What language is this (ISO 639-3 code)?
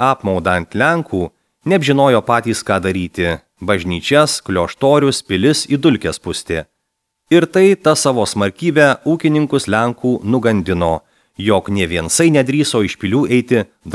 lit